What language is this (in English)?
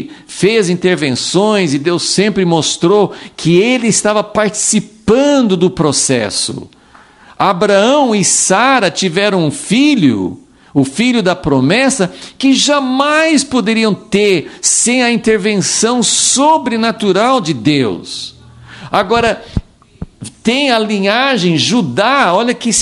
Portuguese